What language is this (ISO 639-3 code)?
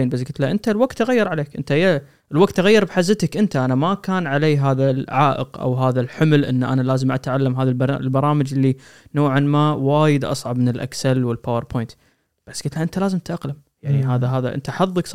afb